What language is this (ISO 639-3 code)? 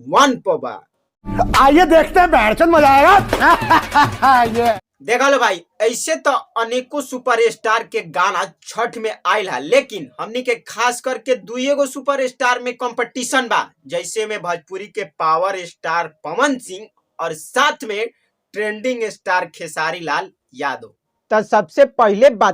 bho